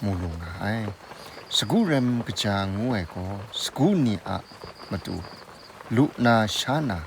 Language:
Kachin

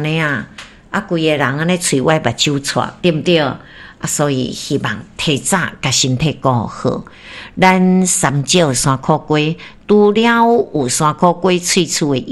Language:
Min Nan Chinese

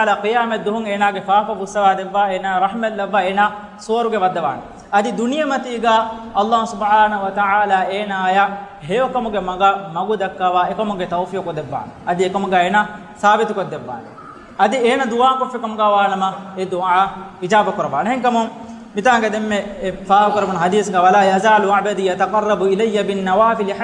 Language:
Divehi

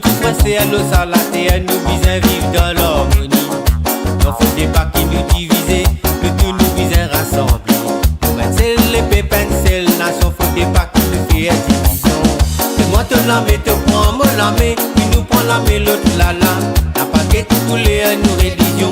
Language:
Morisyen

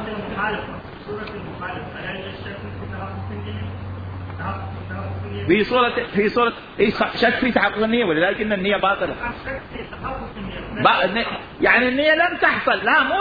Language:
Mesopotamian Arabic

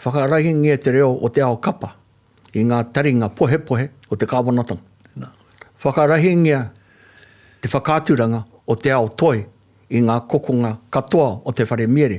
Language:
Māori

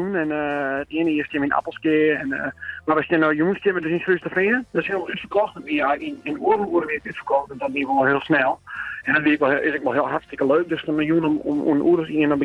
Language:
Western Frisian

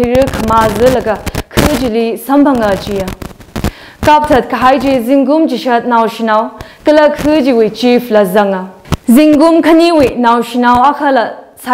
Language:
Tangkhul Naga (India)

